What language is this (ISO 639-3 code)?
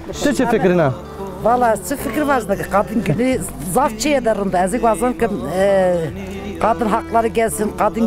zza